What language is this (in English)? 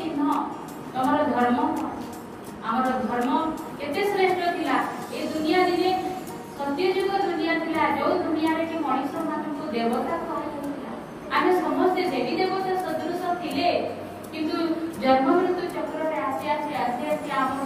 Odia